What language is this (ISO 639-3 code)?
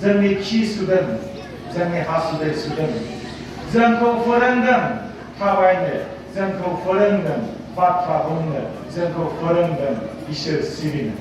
brx